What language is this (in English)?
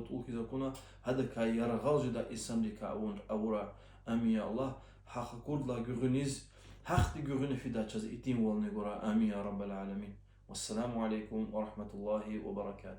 Lezghian